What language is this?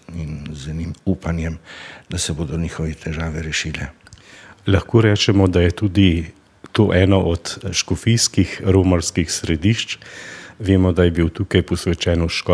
Slovenian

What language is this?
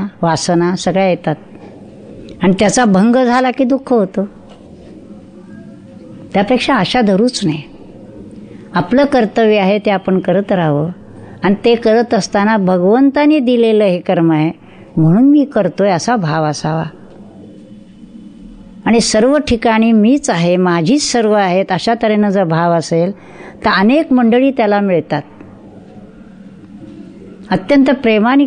Marathi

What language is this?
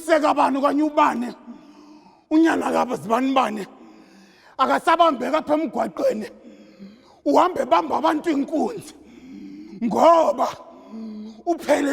Zulu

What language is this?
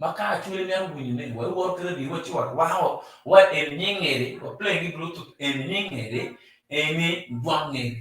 Acoli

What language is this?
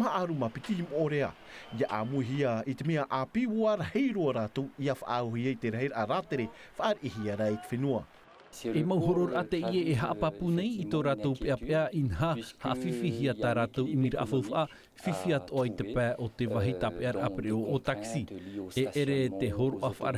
Tahitian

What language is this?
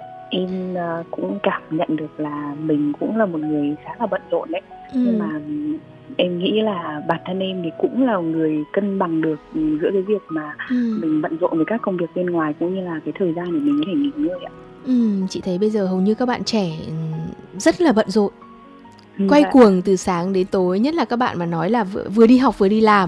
Vietnamese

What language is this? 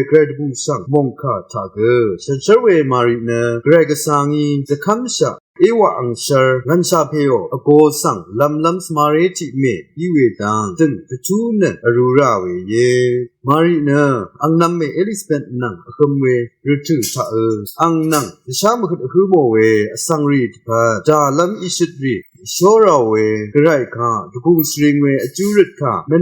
Rawang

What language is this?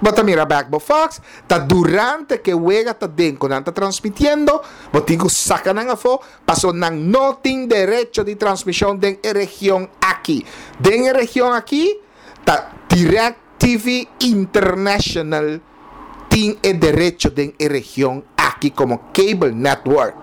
Papiamento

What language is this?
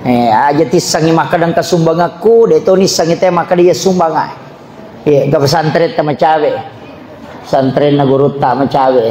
Buginese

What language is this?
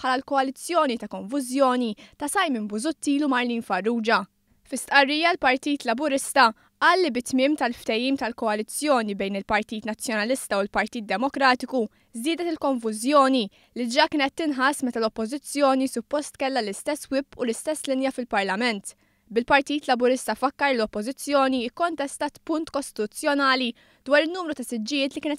Maltese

